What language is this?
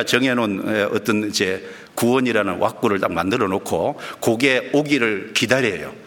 Korean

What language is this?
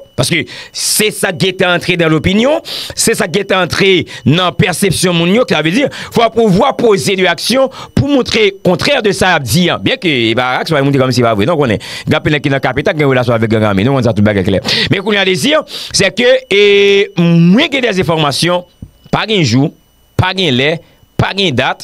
Haitian Creole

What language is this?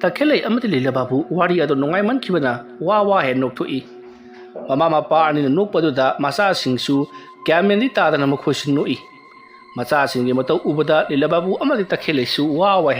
Manipuri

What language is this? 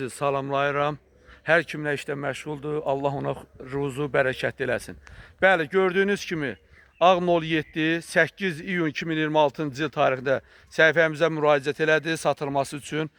Azerbaijani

